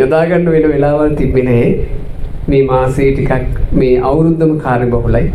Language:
Sinhala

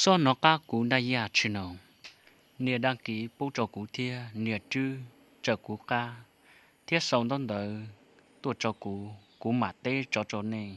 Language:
Hmong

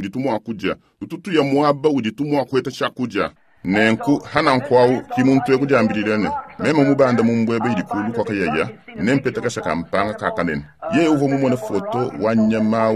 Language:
Luba-Lulua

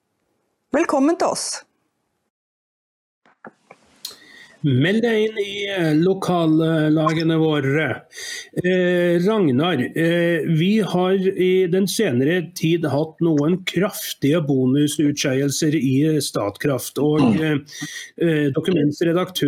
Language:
Norwegian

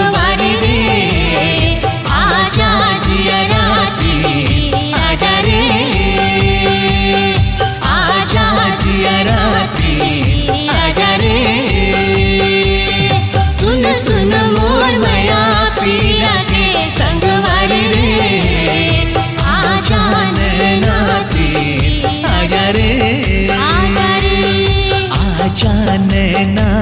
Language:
Chhattisgarhi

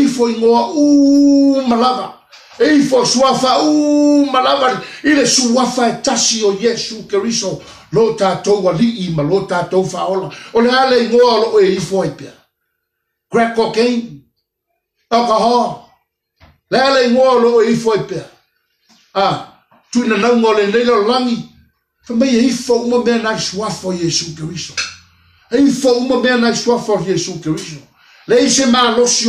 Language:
Samoan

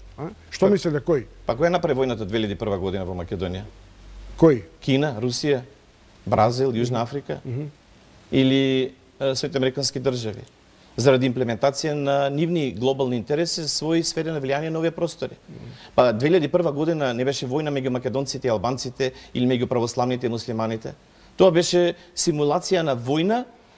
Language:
Macedonian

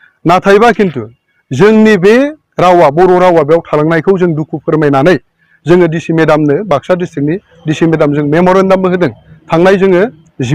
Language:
Bodo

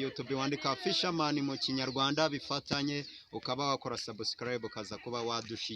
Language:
Kinyarwanda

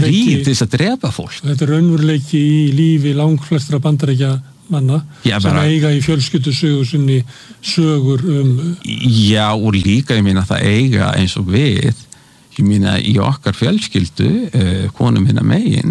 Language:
Icelandic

